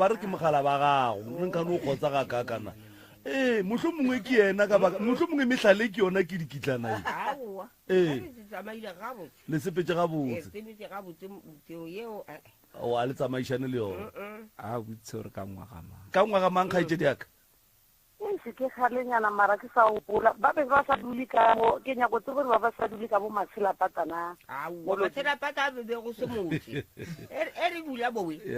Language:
Northern Sotho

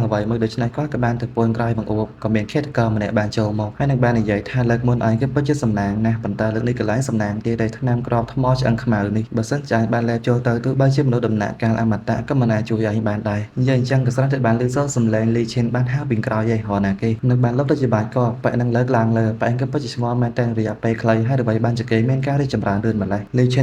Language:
Khmer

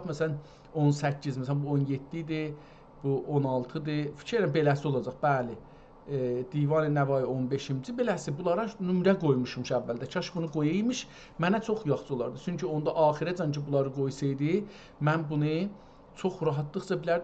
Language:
South Azerbaijani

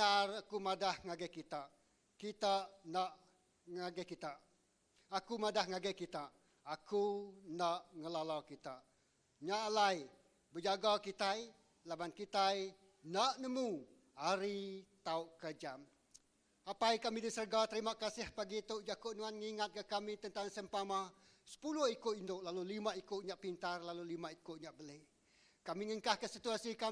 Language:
Iban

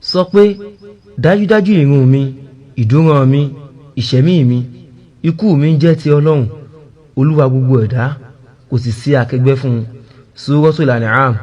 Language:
Yoruba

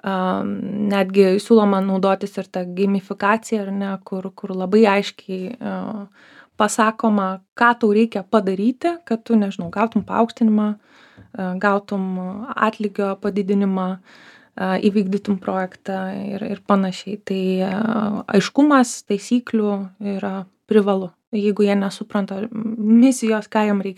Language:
Lithuanian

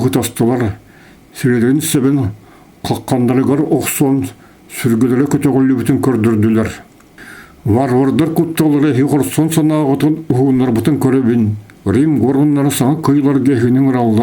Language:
Yakut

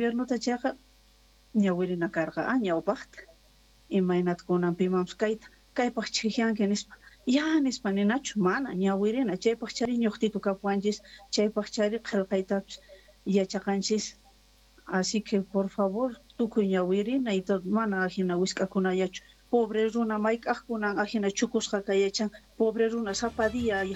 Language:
Quechua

